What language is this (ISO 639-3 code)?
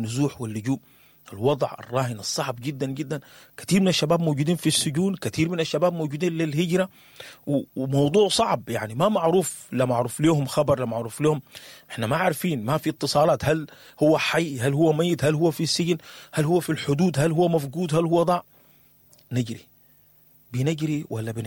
apd